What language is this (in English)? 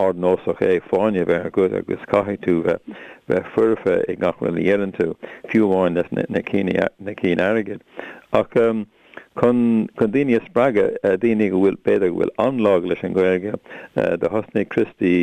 Irish